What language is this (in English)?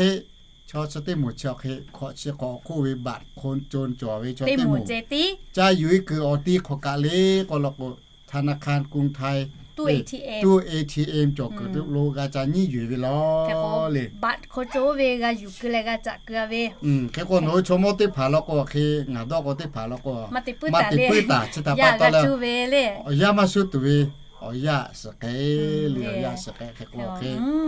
Lahu